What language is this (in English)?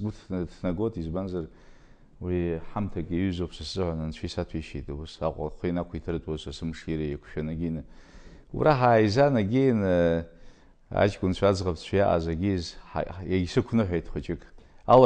Abkhazian